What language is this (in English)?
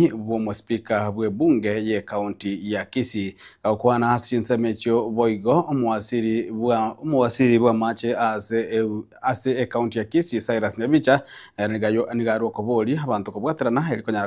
Gusii